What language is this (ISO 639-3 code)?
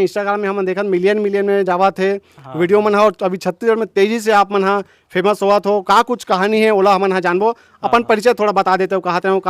hne